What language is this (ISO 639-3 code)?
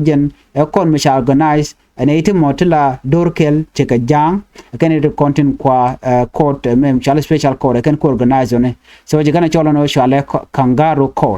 nus